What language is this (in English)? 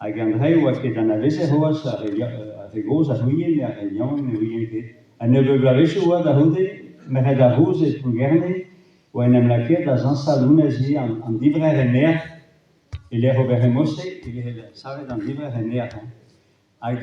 Breton